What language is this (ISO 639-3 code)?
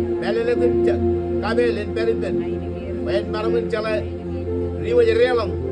mah